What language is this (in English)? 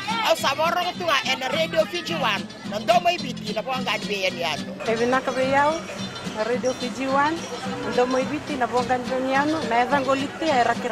Fijian